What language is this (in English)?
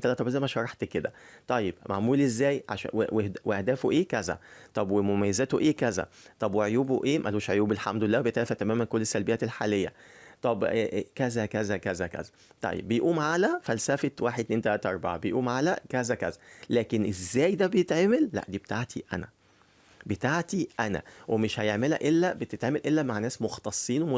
Egyptian Arabic